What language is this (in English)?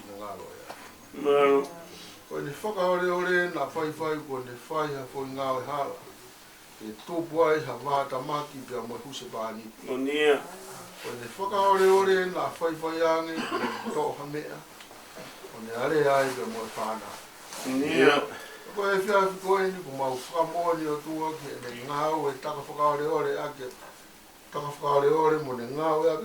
Tongan